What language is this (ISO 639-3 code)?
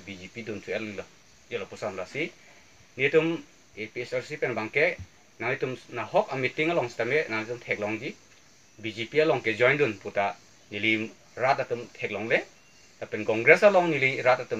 mjw